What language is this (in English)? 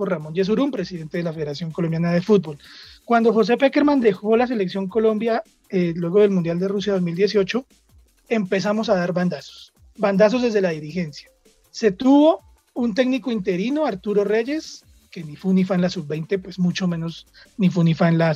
Spanish